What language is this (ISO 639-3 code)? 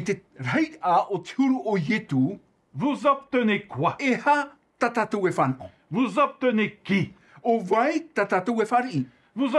tah